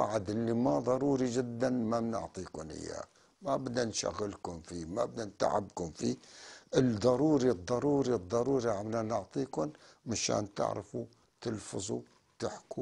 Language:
North Levantine Arabic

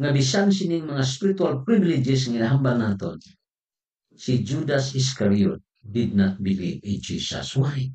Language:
Hiligaynon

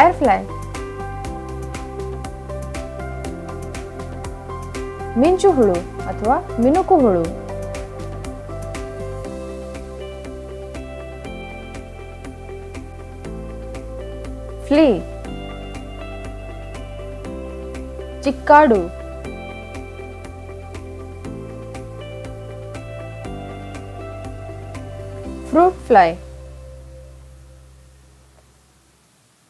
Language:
Kannada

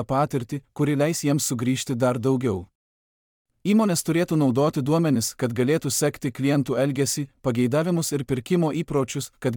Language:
Lithuanian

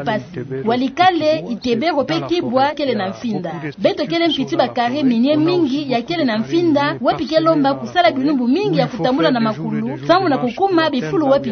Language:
Kituba (Democratic Republic of Congo)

